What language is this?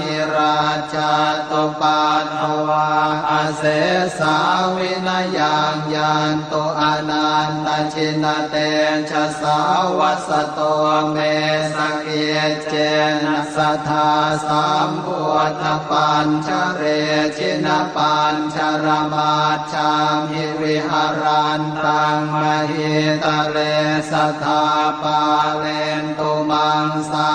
Pali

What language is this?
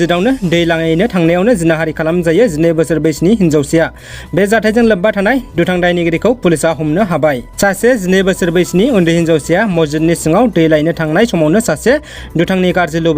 Bodo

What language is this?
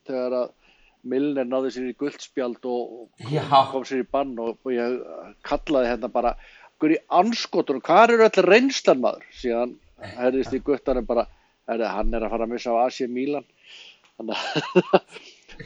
Icelandic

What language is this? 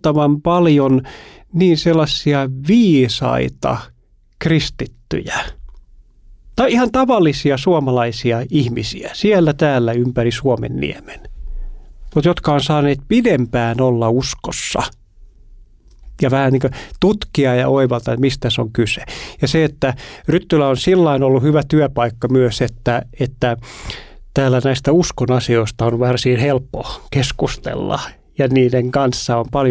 Finnish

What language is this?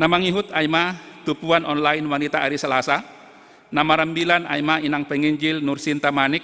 Batak Simalungun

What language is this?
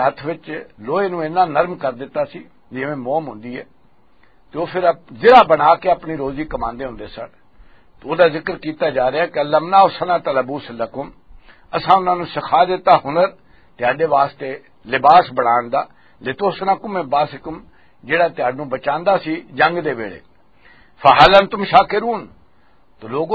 Western Panjabi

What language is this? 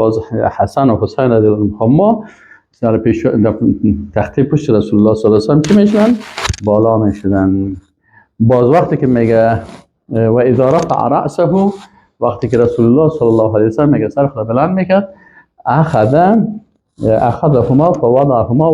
Persian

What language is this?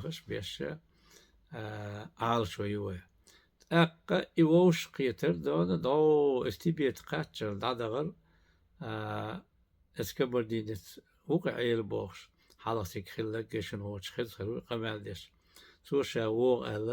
Chechen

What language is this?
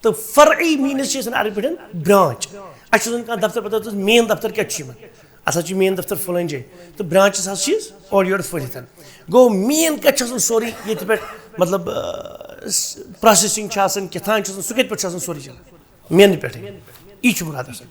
Kashmiri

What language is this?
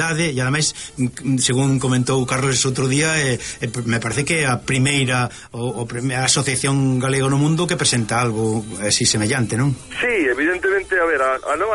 Galician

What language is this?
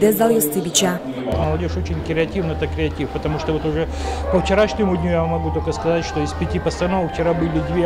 Udmurt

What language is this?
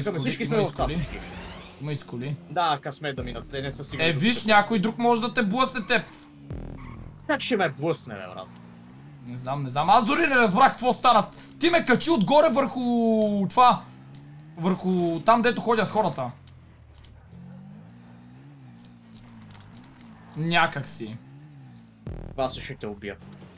Bulgarian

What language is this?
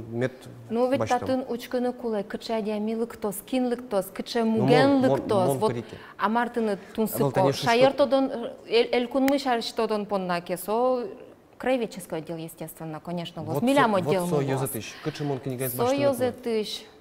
Udmurt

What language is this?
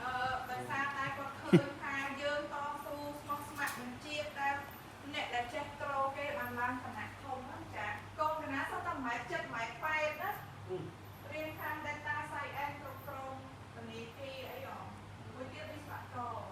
Khmer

